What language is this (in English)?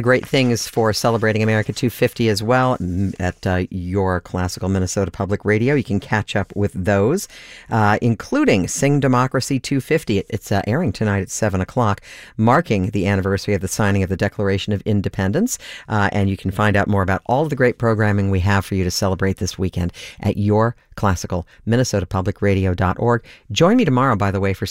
English